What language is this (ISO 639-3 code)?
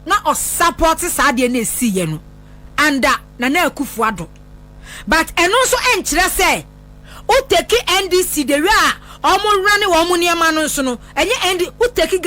aka